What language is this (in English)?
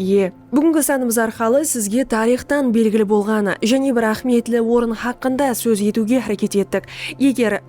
Kara-Kalpak